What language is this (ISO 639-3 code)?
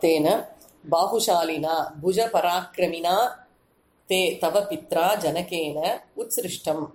san